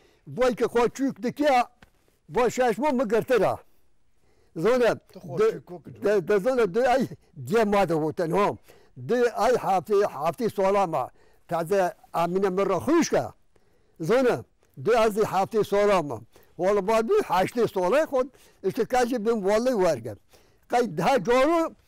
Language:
Kurdish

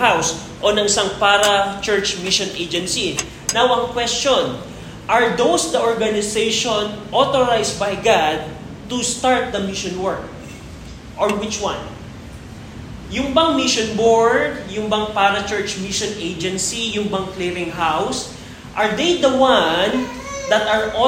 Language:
Filipino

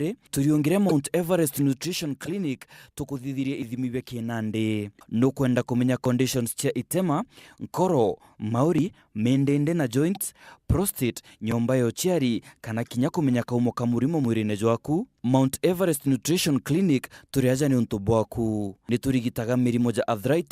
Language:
Meru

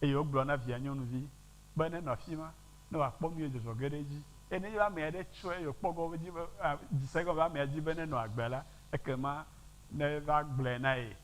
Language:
Ewe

